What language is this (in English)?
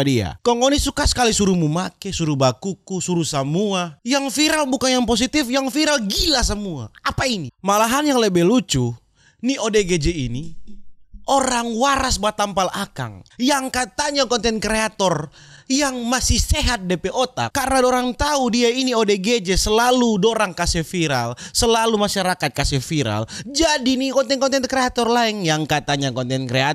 Manado Malay